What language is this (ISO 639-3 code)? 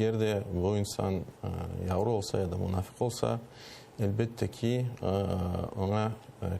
crh